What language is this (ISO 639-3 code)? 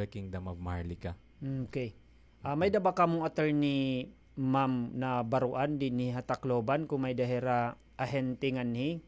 war